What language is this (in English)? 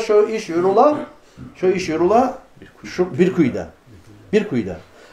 Kumyk